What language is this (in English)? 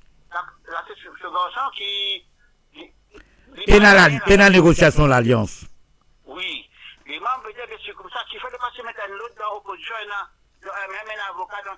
Morisyen